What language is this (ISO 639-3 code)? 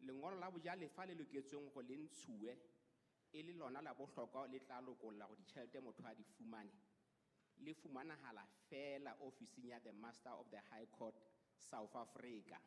sot